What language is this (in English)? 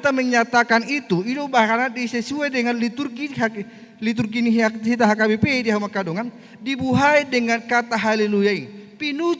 Batak Toba